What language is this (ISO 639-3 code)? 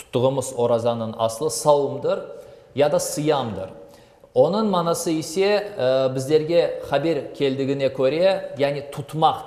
crh